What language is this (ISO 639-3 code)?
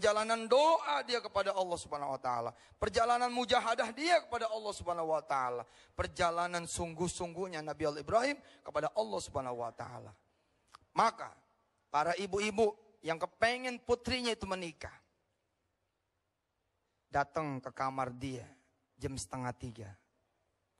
ind